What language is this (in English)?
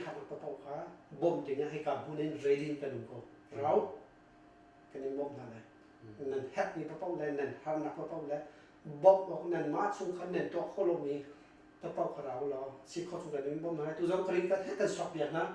Hakha Chin